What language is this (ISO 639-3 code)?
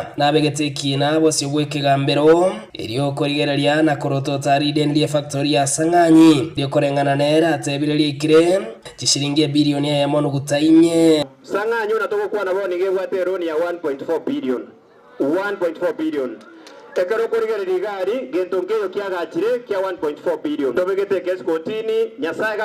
guz